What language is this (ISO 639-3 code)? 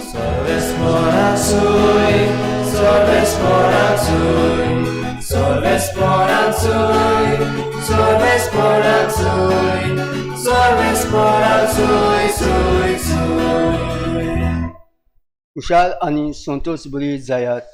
kok